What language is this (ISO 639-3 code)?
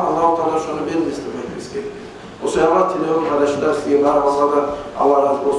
kum